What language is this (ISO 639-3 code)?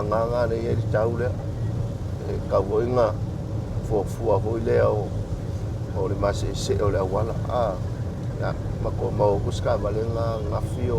smo